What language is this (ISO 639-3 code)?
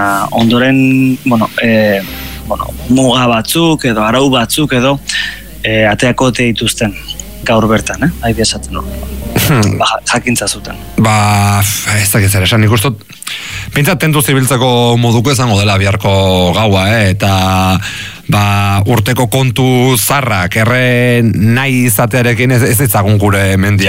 eus